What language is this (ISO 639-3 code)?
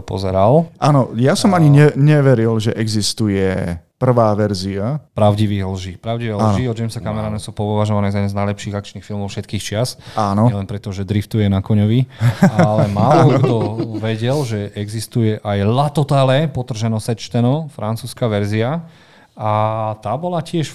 slk